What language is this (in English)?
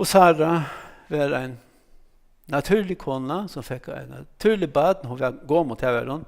Faroese